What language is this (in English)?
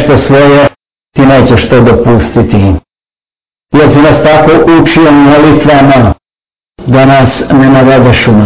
Serbian